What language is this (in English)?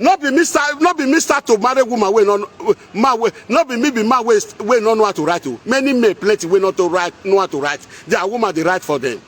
Nigerian Pidgin